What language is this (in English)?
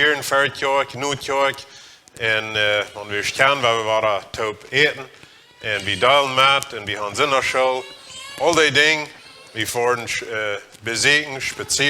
Plautdietsch